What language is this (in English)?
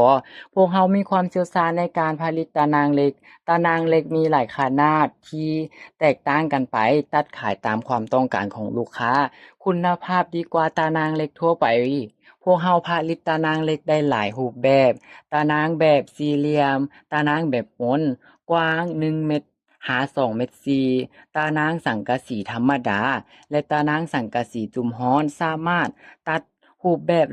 Lao